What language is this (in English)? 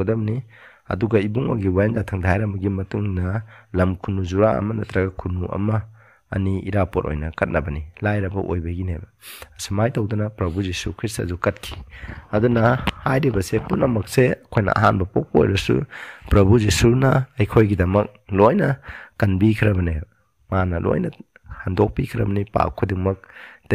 Manipuri